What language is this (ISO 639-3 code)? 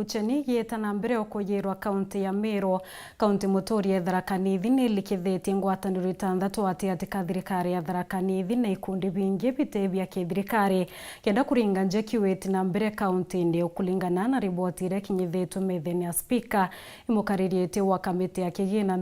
mer